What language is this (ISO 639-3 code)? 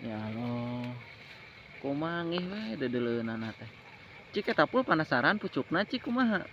sun